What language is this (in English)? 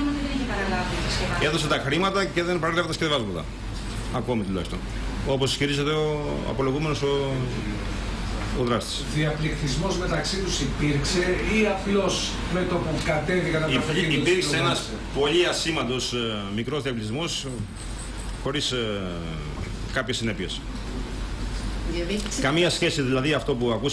Greek